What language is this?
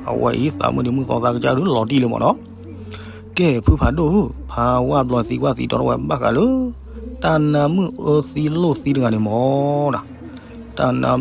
S'gaw Karen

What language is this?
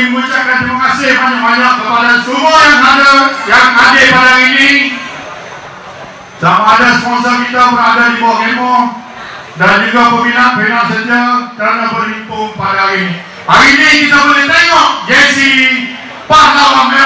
Malay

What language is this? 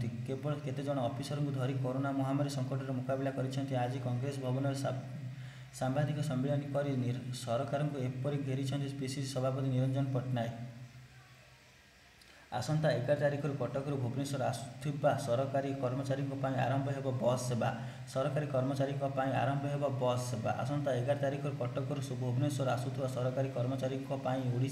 Odia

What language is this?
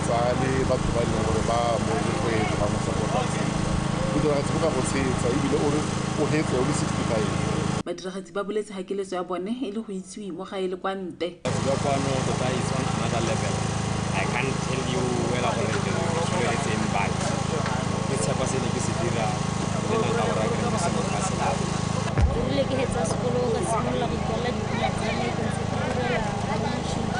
Tswana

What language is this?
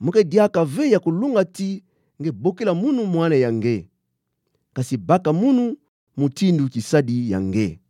Kituba (Democratic Republic of Congo)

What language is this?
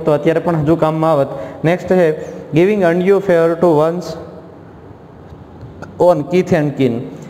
Gujarati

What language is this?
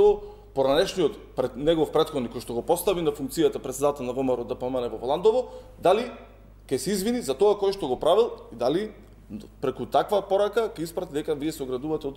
Macedonian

